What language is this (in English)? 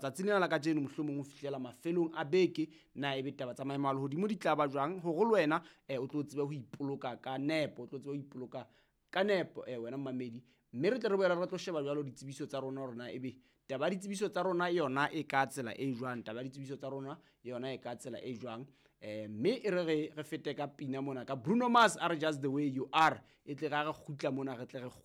Southern Sotho